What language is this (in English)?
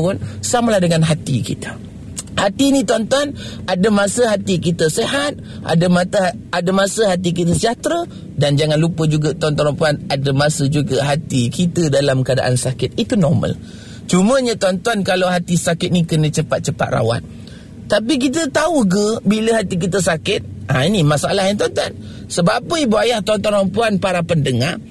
Malay